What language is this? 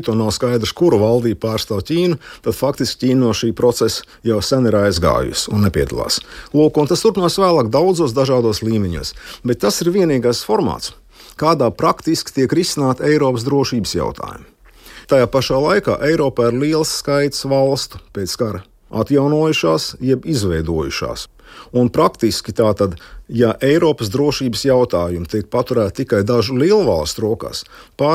Latvian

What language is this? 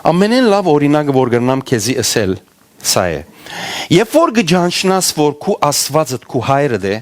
Western Armenian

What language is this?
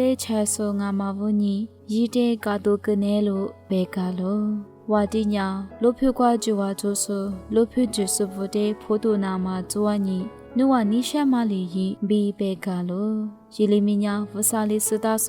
Lisu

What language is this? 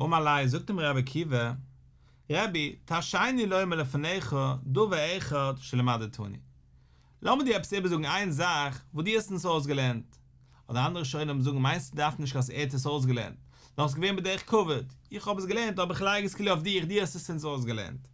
Yiddish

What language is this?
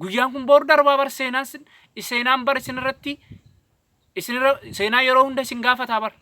Oromo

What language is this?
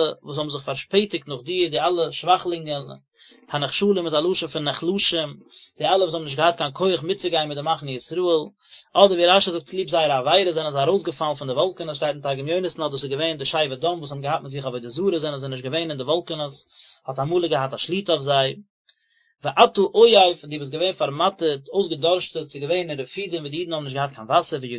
Yiddish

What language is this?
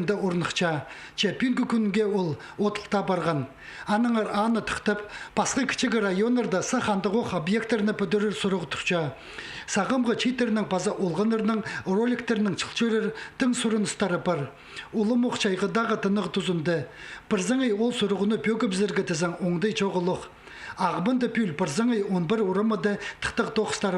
Khakas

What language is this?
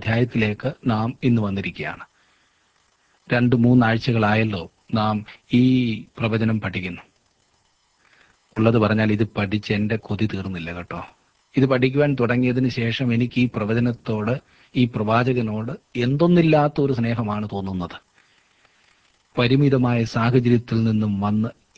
Malayalam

